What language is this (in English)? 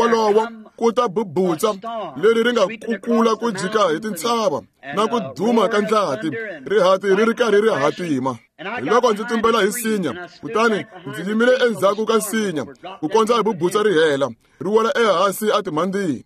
Tsonga